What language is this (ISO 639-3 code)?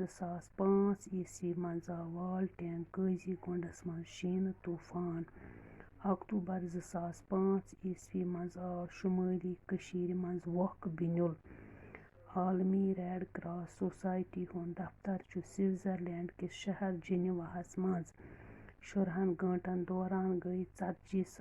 kas